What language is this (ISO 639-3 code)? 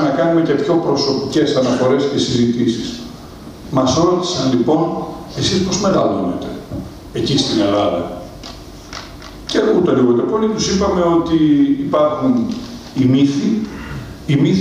ell